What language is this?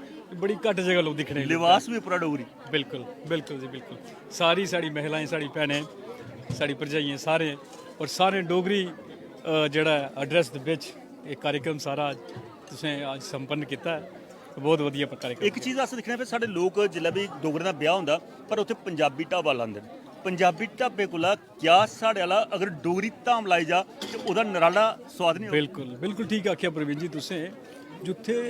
Dogri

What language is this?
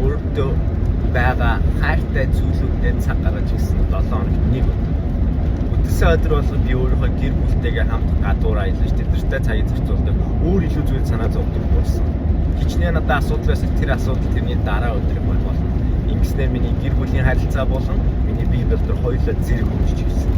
Mongolian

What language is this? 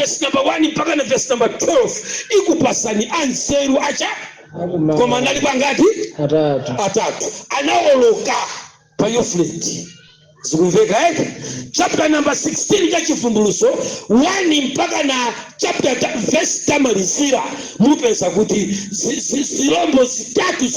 Nyanja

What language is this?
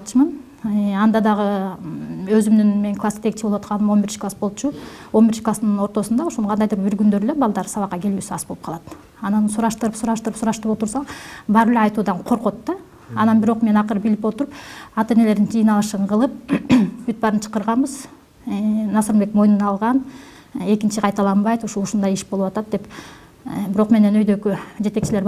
Kyrgyz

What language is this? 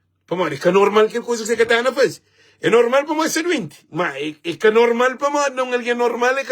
Kabuverdianu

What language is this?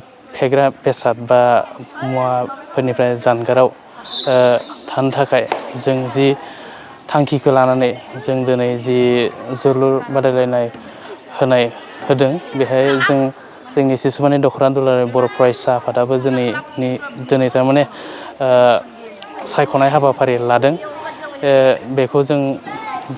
Bodo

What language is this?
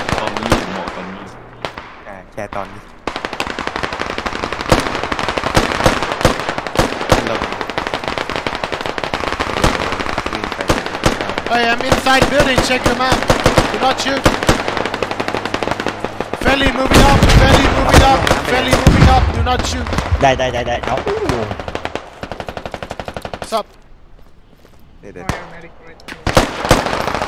Thai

